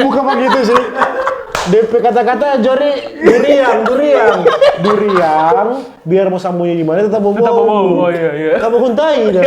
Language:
Manado Malay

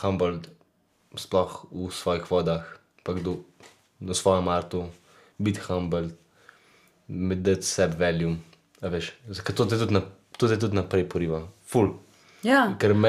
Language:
Slovenian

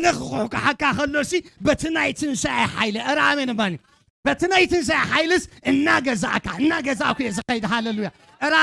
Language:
Tigrinya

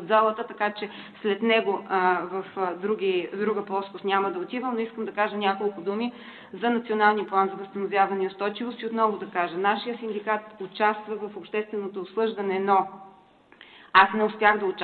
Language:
Bulgarian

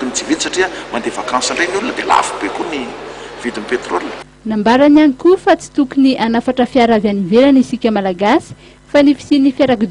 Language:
Malagasy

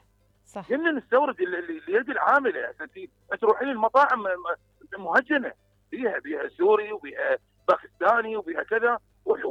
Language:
Mesopotamian Arabic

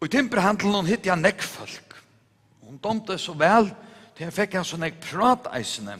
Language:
Faroese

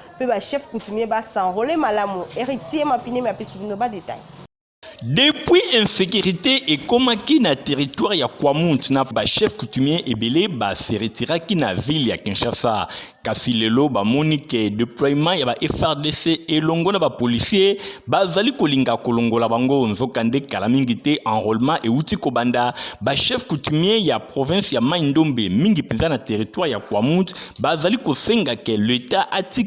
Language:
Lingala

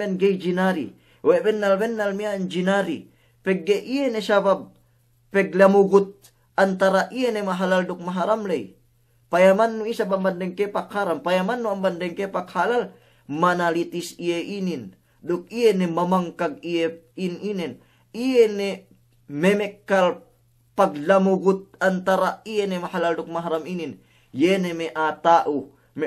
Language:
Yakan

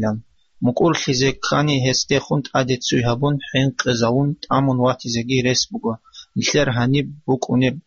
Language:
Avaric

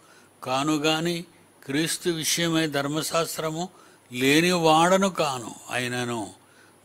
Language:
Telugu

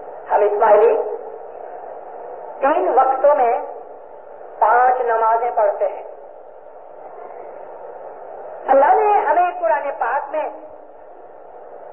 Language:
Urdu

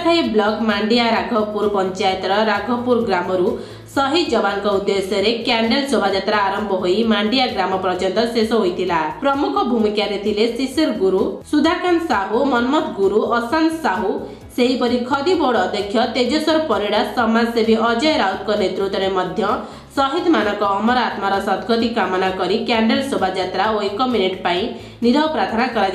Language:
Odia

